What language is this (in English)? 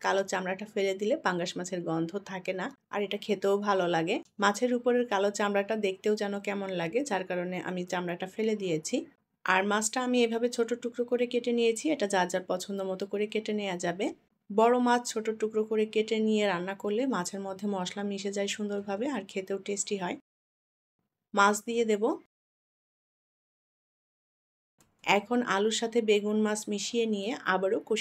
Bangla